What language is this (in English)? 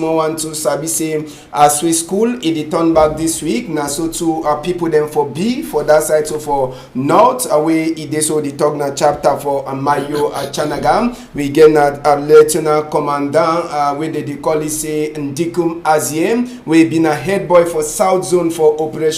Cameroon Pidgin